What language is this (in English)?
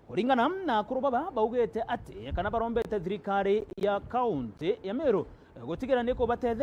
Meru